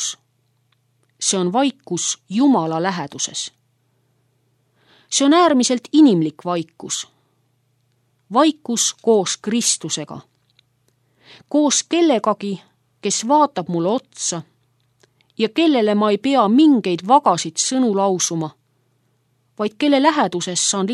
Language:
Estonian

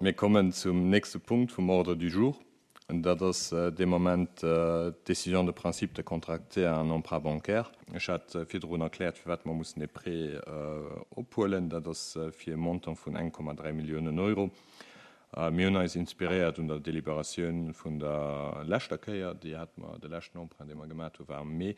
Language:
Luxembourgish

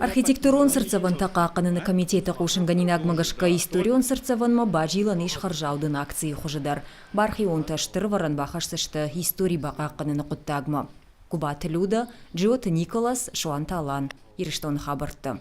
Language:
Ossetic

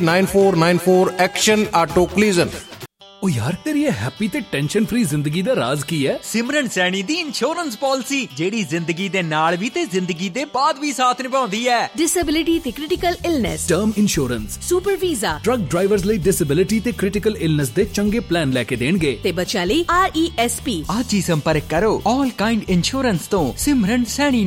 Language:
Punjabi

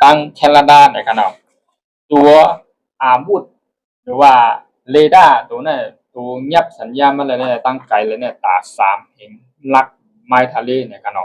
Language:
Shan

